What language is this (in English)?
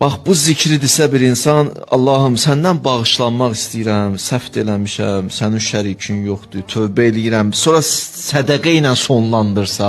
Azerbaijani